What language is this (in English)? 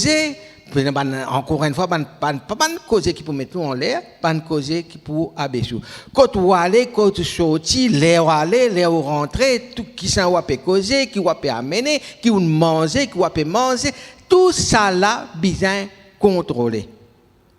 Morisyen